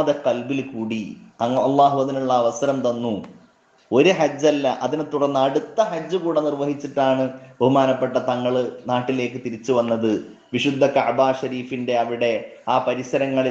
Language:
Malayalam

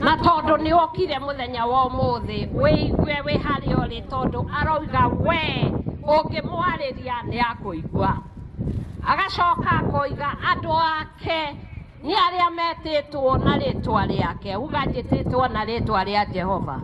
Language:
Kikuyu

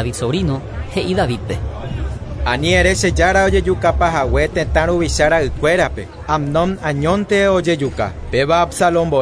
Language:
Guarani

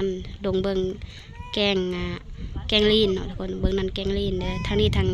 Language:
Lao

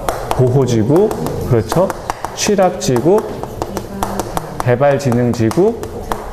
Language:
Korean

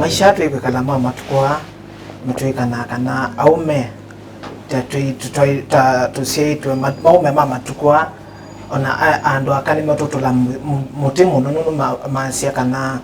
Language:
Kamba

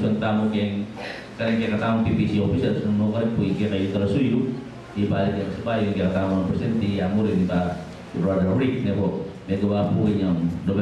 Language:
Pampanga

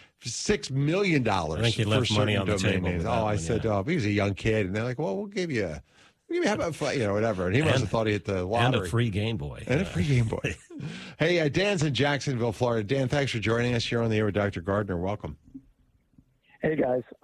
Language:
English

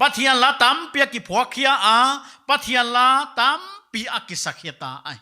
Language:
Paite Chin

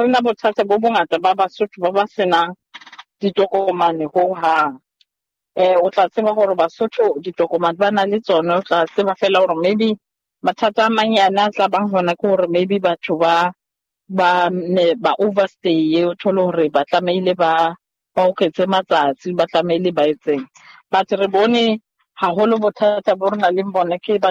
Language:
Southern Sotho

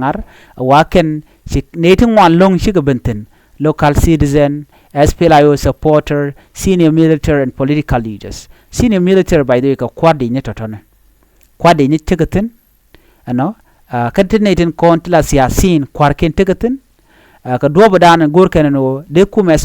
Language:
Nuer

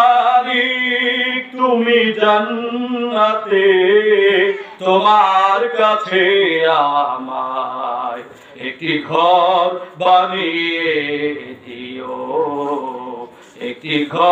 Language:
Bangla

